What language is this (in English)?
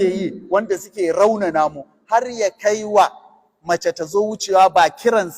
Hausa